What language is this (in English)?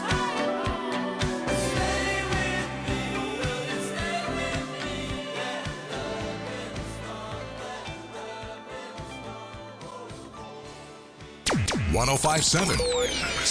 English